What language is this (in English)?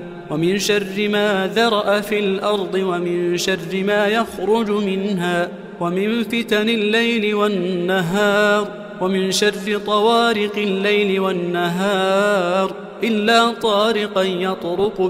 Arabic